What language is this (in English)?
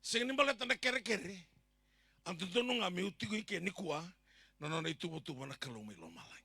Fijian